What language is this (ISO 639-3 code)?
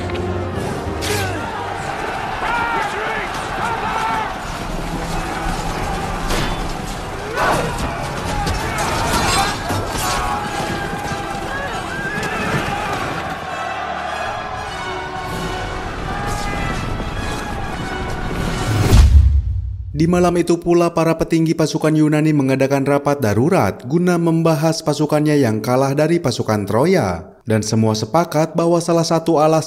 ind